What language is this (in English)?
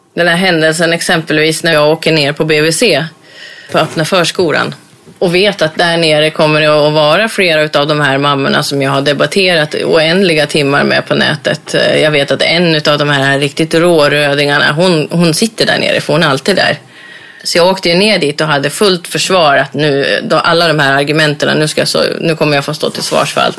Swedish